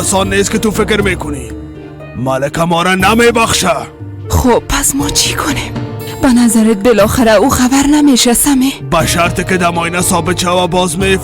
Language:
Persian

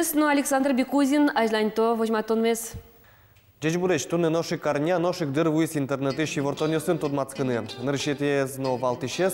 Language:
Udmurt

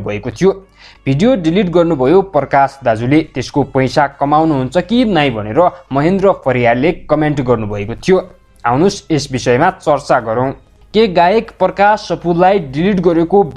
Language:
Nepali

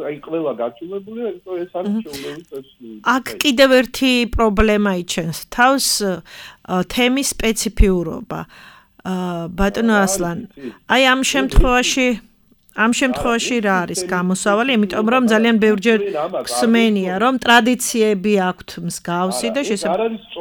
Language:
Georgian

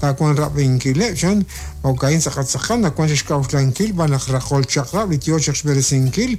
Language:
Kekchí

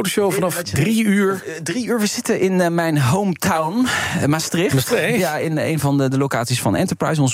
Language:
Dutch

